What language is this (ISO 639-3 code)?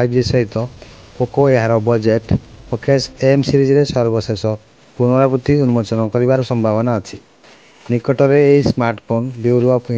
ori